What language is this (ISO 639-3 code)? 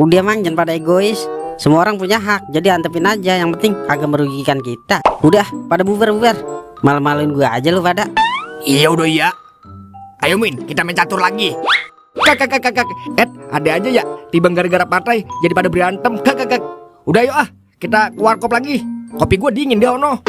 bew